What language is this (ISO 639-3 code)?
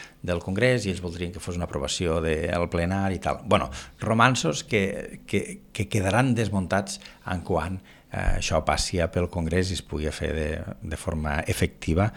cat